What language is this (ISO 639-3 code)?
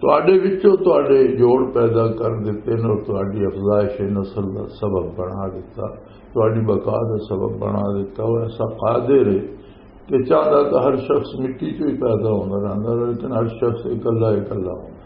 lah